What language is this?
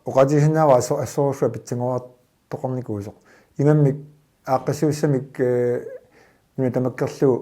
Kalaallisut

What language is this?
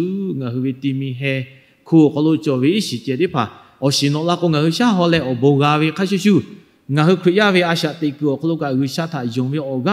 Lahu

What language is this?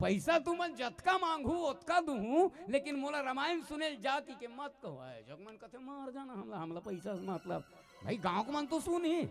Chhattisgarhi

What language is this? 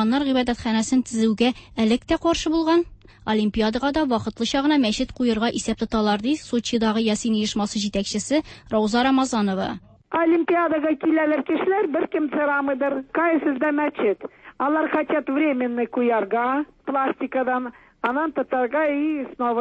Tatar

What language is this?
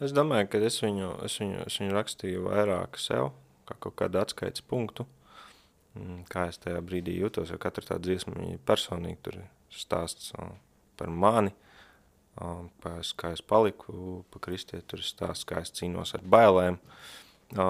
Latvian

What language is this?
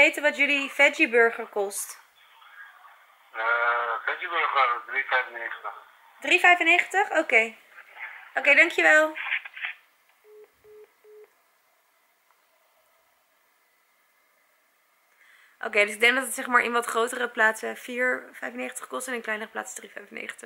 Dutch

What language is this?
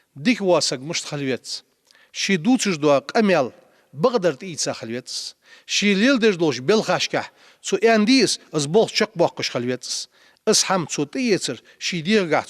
Ingush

